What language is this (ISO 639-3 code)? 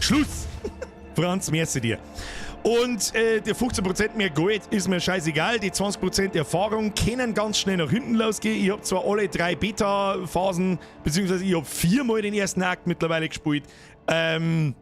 bar